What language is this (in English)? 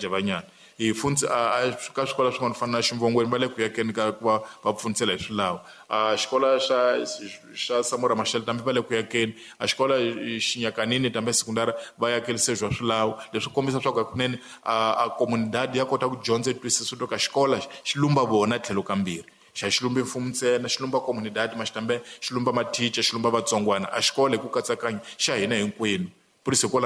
Tsonga